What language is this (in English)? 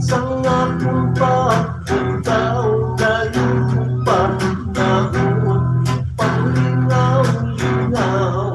Hiligaynon